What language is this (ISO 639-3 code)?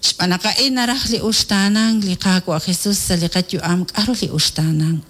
kek